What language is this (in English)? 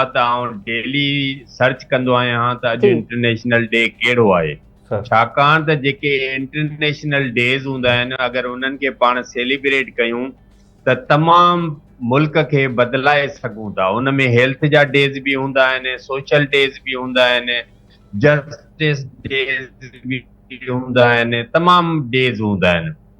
Sindhi